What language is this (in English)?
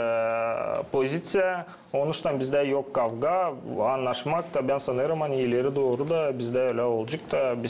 Gagauz